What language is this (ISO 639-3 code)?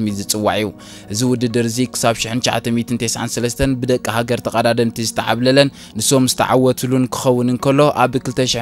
tir